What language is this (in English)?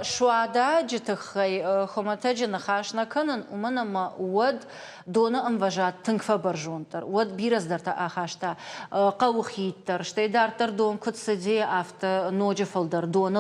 Ossetic